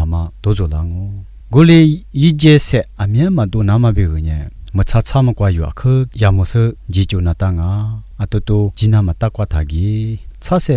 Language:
Lisu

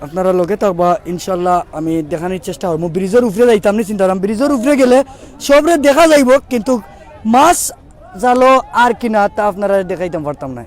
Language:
Sylheti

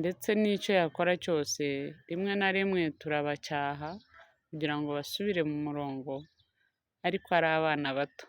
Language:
Kinyarwanda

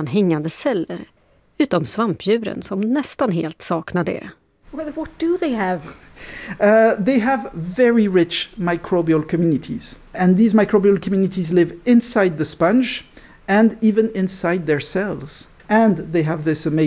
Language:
Swedish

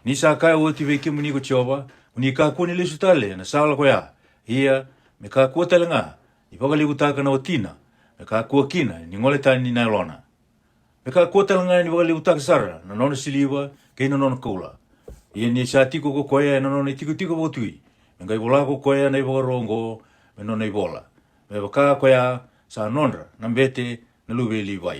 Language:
Fijian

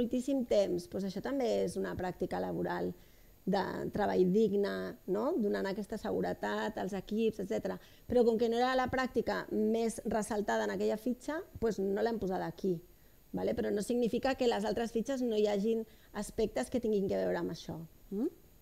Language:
Catalan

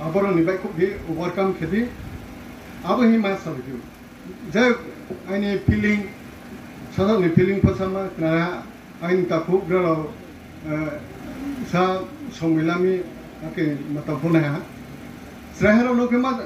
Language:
Riang (India)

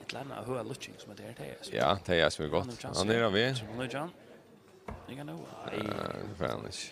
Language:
Faroese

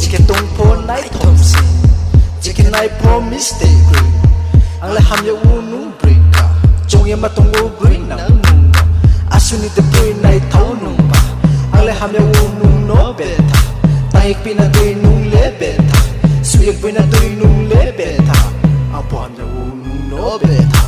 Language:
Riang (India)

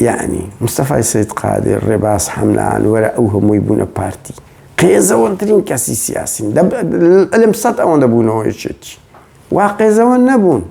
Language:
Central Kurdish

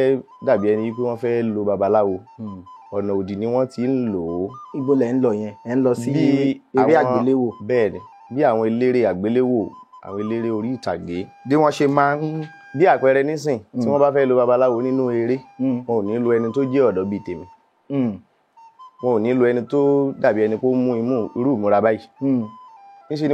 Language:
Yoruba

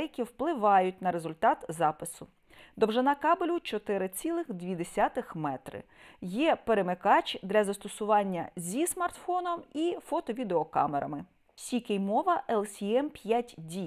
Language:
Ukrainian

